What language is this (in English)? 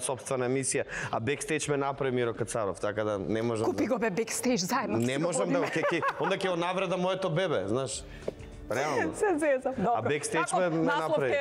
Macedonian